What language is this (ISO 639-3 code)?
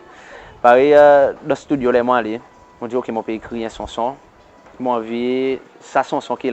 crs